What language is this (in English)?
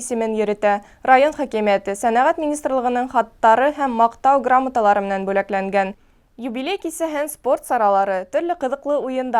Bashkir